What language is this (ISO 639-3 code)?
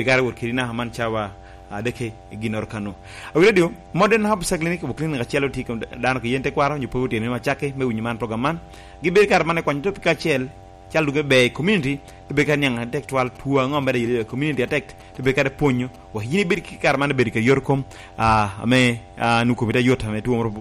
laj